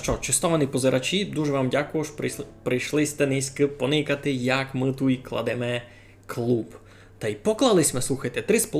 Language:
Rusyn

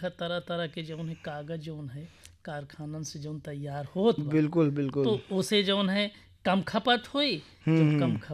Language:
Bhojpuri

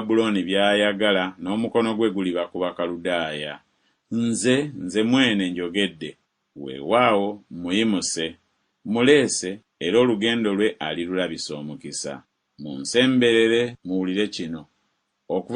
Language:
Ganda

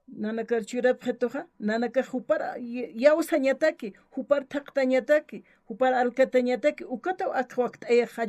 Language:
Aymara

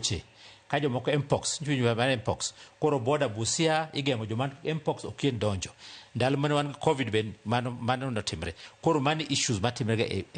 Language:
Luo (Kenya and Tanzania)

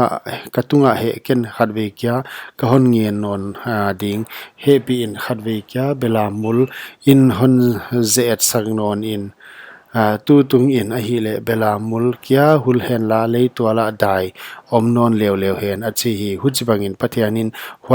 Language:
Paite Chin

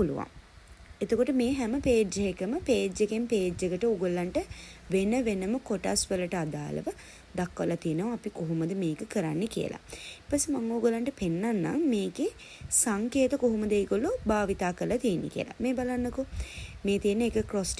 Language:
Sinhala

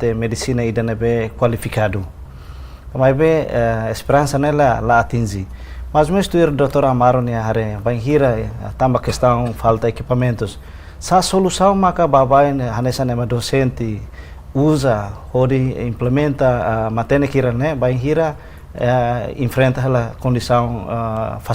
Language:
Tetum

